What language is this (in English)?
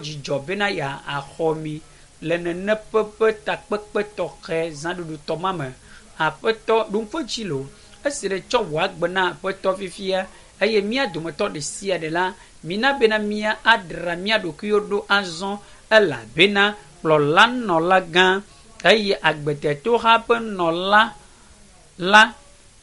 Ewe